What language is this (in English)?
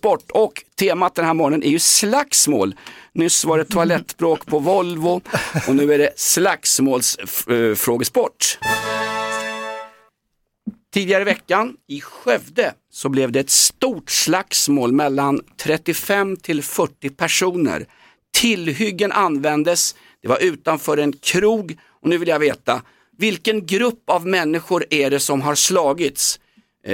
Swedish